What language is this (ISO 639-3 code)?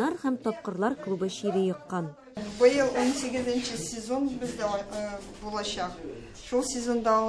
tat